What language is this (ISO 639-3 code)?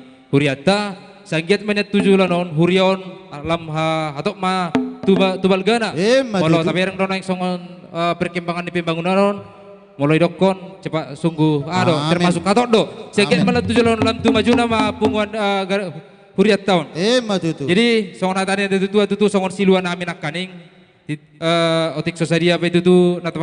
bts